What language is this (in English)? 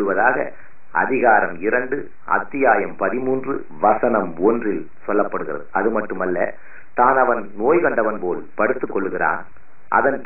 Tamil